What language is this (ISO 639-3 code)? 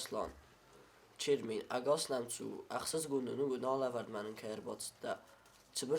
oss